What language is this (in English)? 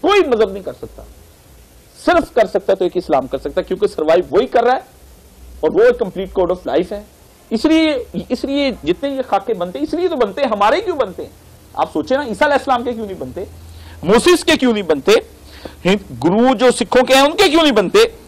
Urdu